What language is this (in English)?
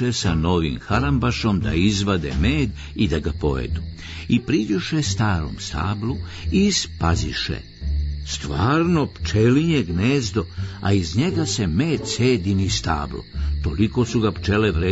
Serbian